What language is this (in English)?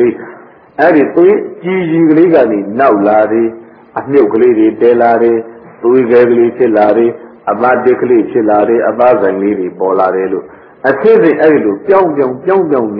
Burmese